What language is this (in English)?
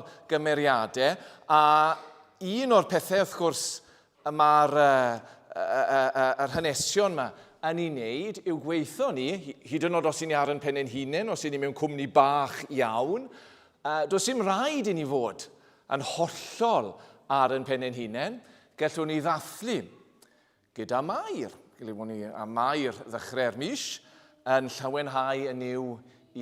Welsh